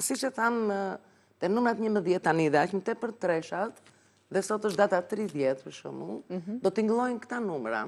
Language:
Albanian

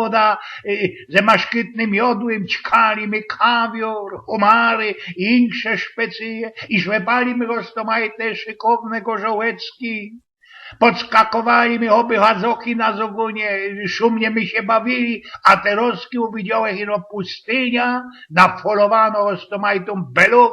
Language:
Silesian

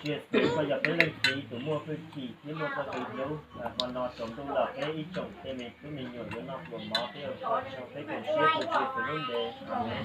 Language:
Hmong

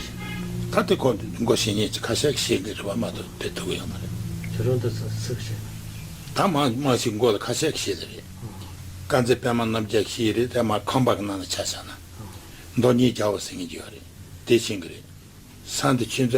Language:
Tibetan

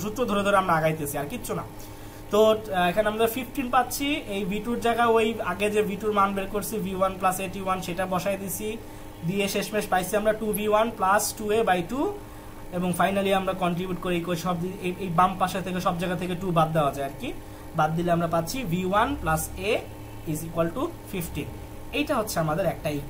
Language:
Bangla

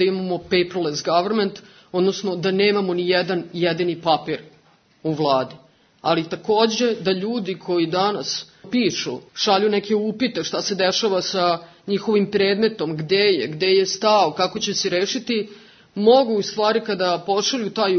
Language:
Serbian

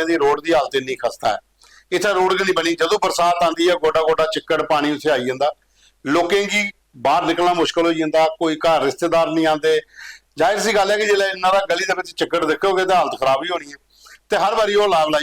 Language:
Dogri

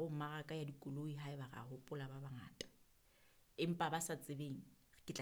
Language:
Southern Sotho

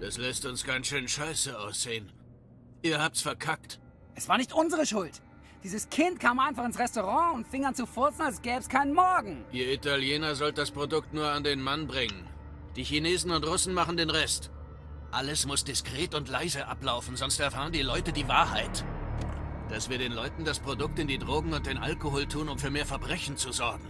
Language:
Swiss German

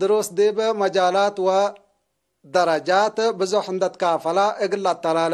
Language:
Tigre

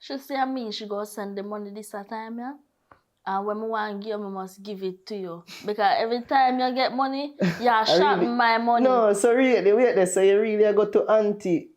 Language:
Jamaican Creole English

